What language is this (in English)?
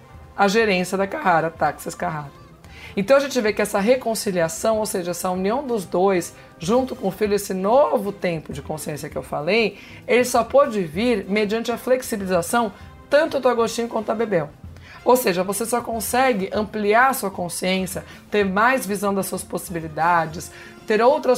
Portuguese